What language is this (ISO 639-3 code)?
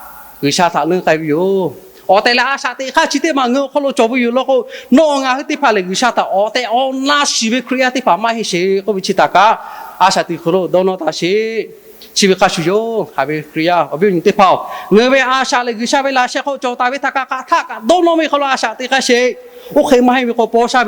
lhu